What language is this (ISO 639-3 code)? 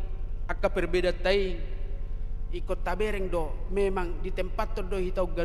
bbc